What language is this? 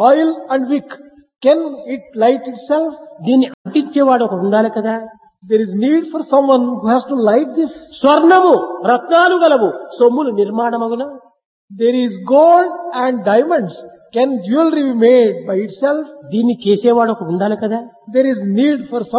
Telugu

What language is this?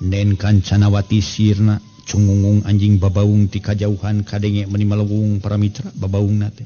Sundanese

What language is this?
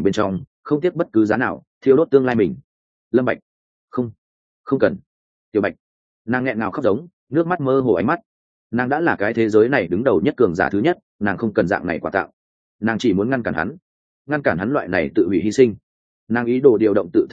Vietnamese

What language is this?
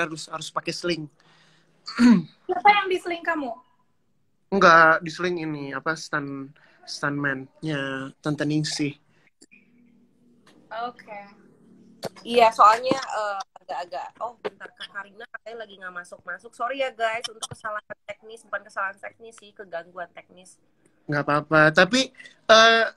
Indonesian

